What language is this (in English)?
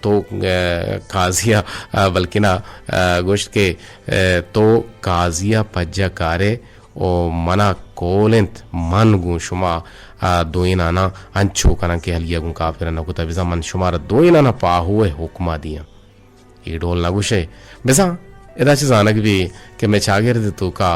Eastern Balochi